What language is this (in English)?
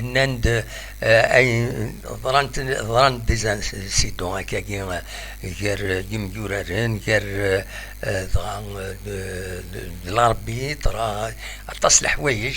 Kabyle